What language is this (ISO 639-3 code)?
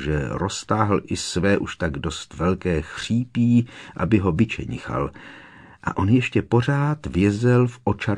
ces